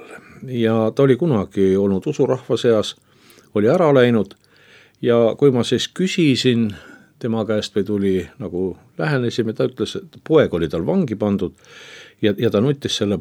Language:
Estonian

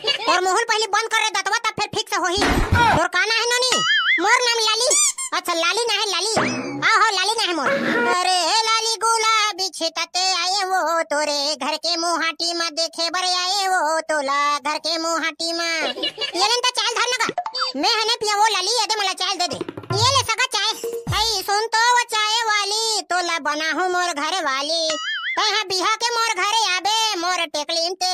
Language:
Chhattisgarhi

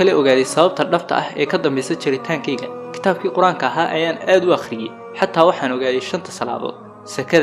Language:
Somali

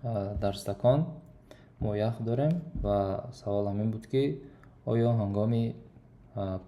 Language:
Tajik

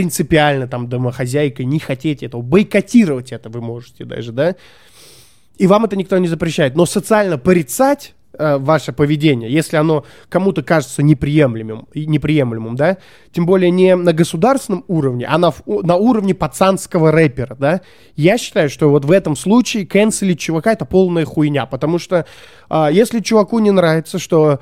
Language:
Russian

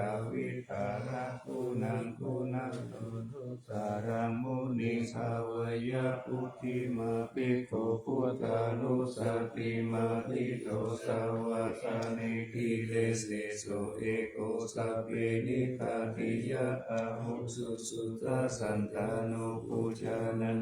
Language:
Pali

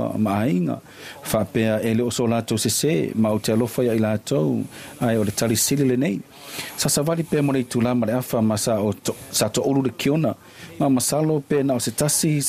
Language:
Samoan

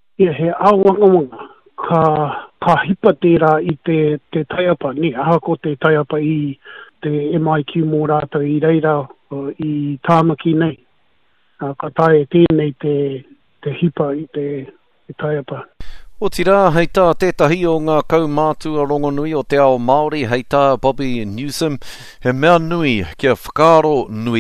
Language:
Māori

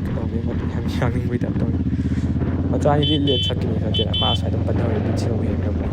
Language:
Manipuri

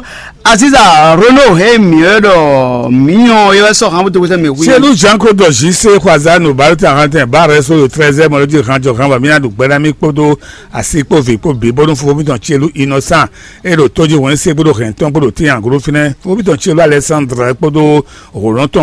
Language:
Fon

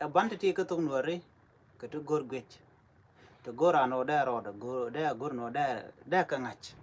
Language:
Nuer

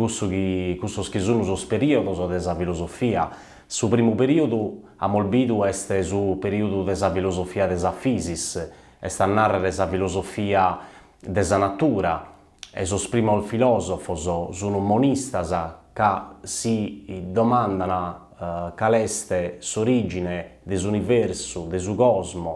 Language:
Sardinian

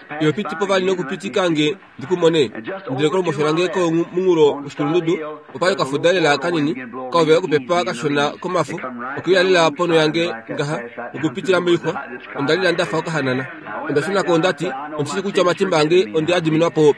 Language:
Kuanyama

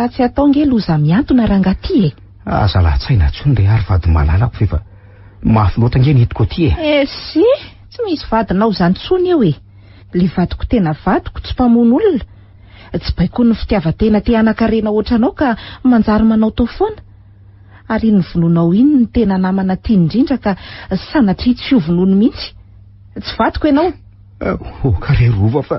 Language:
Malagasy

